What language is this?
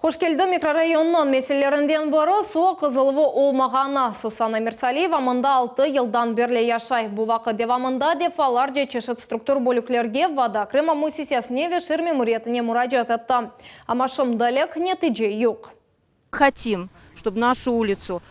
Crimean Tatar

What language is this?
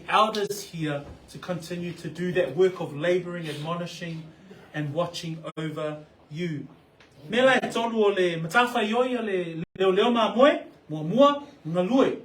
Samoan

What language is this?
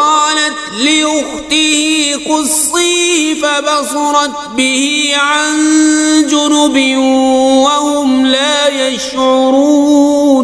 Kashmiri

